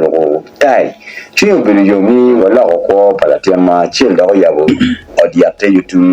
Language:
Acoli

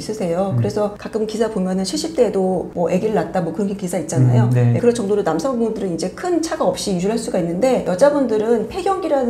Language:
Korean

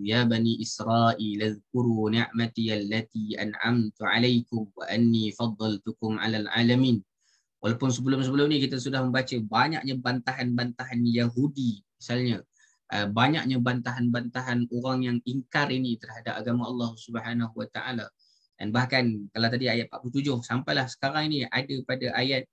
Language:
Malay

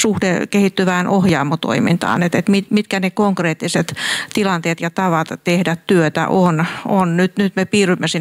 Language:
Finnish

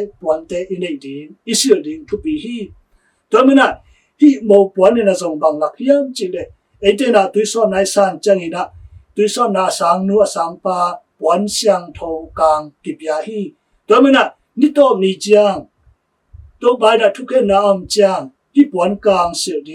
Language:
Tedim Chin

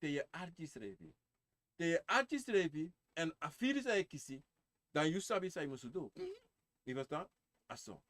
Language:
Sranan Tongo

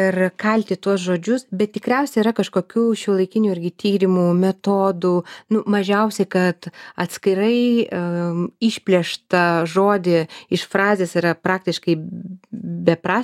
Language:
Lithuanian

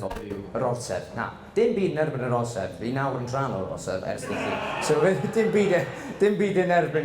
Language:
Welsh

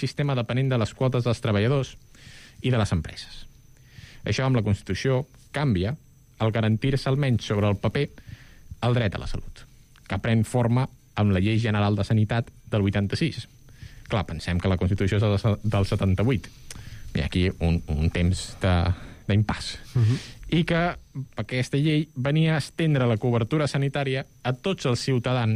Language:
Catalan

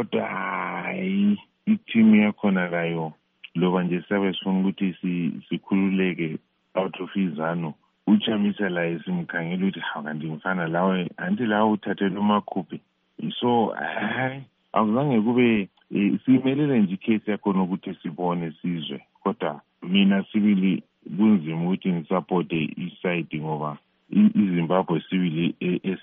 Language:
North Ndebele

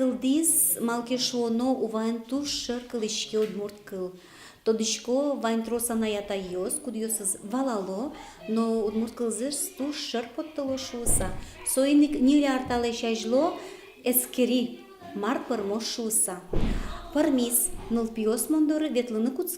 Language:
Udmurt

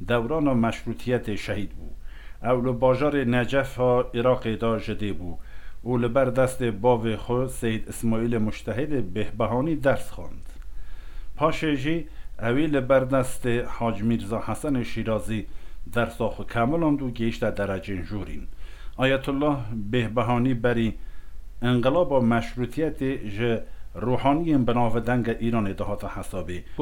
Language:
Kurdish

